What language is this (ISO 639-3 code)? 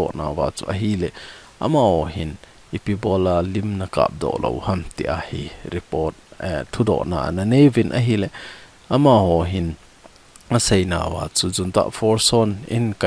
tcz